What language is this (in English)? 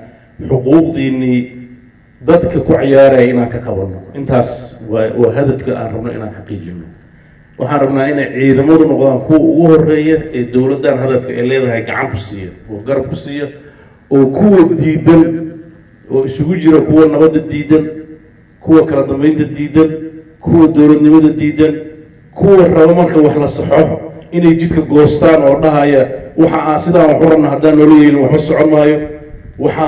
Somali